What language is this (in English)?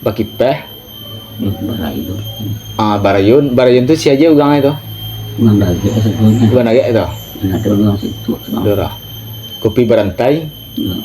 Minangkabau